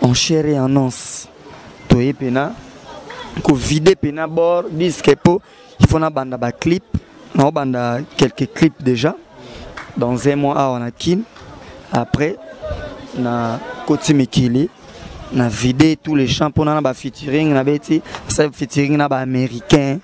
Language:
Lingala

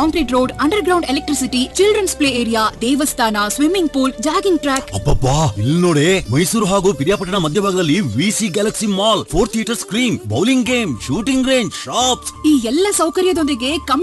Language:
Kannada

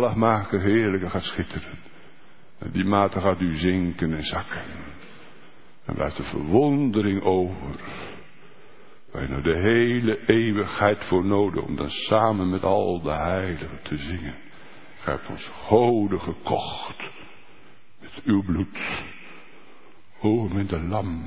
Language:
Dutch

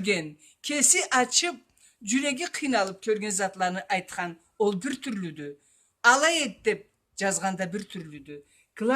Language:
Karachay-Balkar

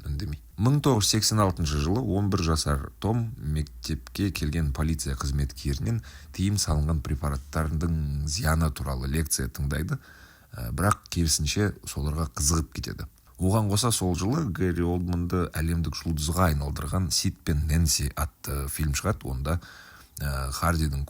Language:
Kazakh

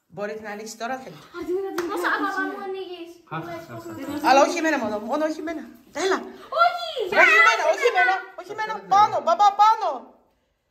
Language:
Greek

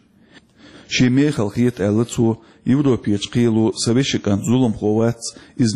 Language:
Chechen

